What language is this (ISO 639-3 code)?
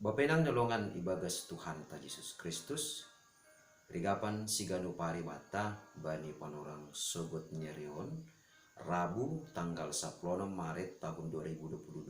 bts